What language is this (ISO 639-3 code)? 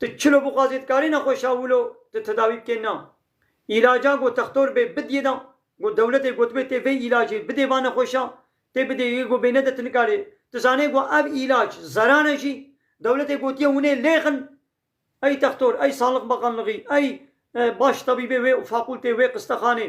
kur